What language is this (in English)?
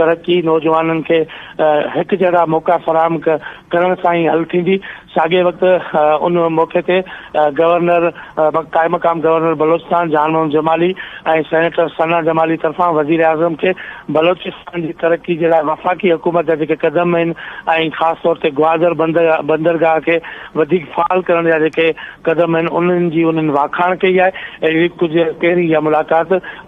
Sindhi